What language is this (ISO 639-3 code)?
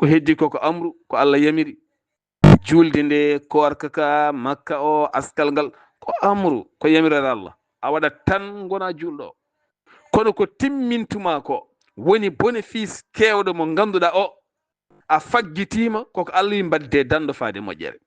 ful